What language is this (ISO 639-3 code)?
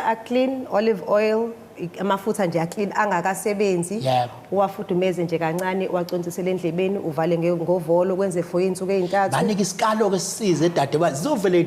zul